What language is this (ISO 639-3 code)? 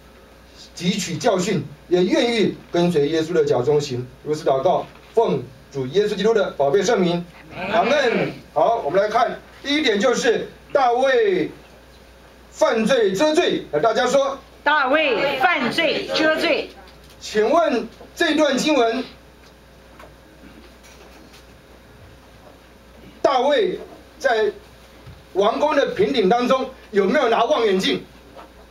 zho